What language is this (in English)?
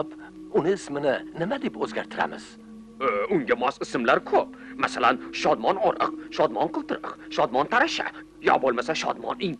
Uzbek